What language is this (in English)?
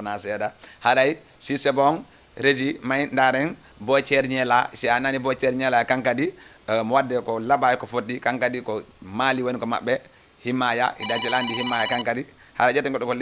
Fula